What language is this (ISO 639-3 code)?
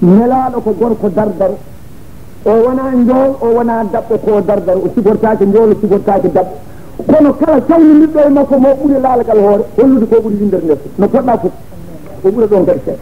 ful